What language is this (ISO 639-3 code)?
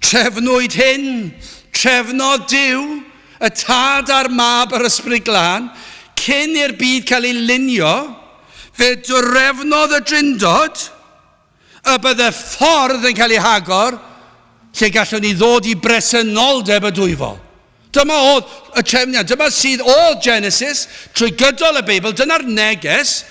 cym